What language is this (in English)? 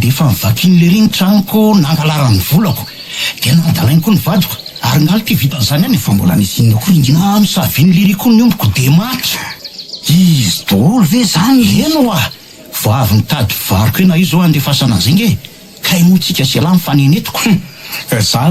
Malagasy